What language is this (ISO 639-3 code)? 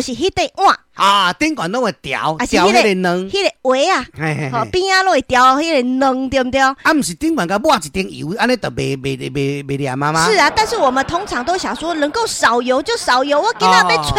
nan